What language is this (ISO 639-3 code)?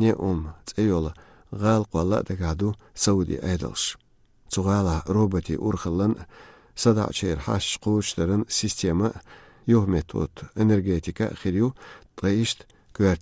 che